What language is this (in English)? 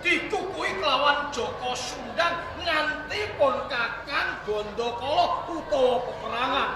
Javanese